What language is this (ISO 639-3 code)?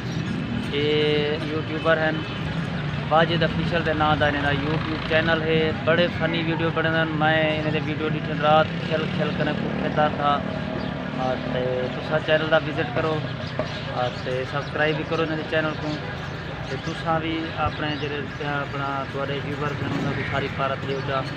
skr